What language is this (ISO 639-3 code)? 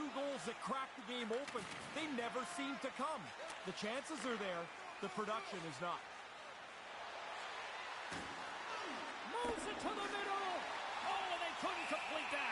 eng